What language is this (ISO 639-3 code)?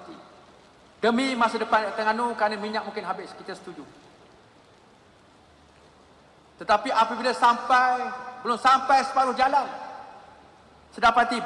msa